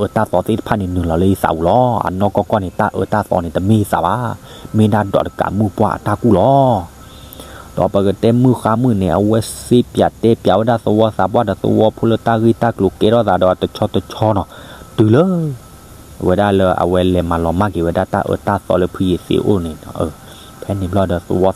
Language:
S'gaw Karen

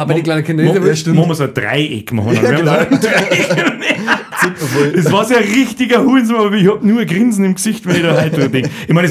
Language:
Bavarian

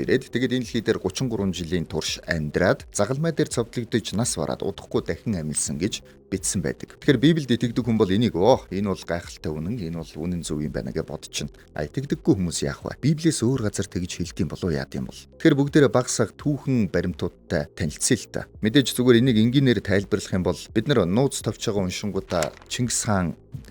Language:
Mongolian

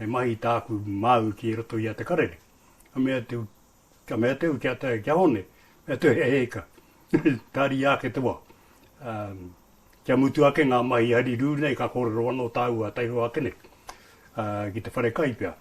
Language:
Māori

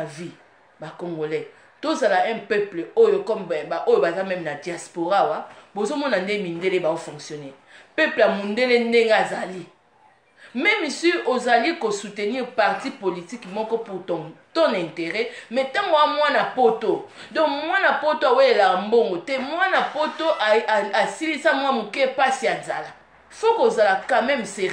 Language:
Lingala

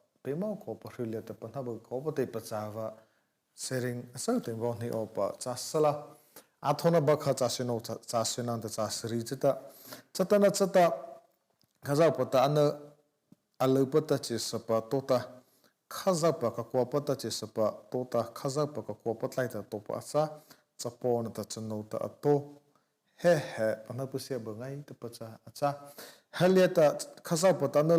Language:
Mara Chin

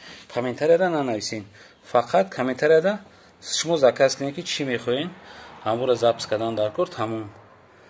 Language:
Tajik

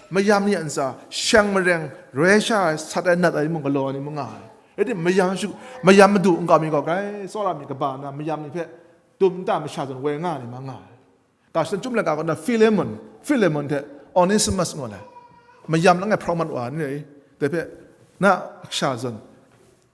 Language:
Kachin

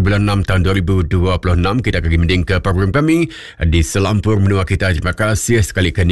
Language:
Iban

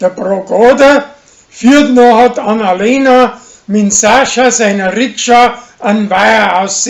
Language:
Bavarian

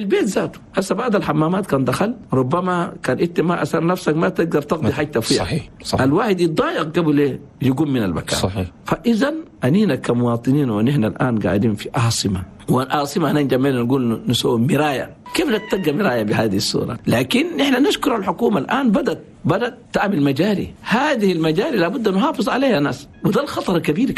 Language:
Chadian Arabic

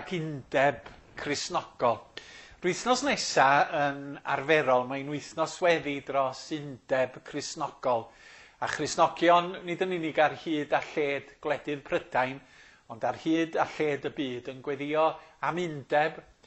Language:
Welsh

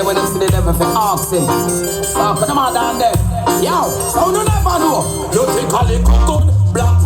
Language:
Jamaican Creole English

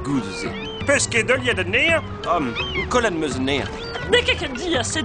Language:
Breton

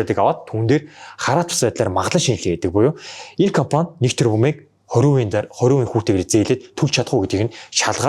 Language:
Mongolian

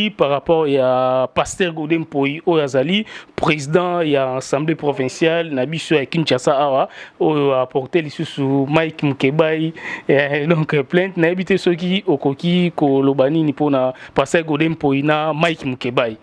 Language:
Lingala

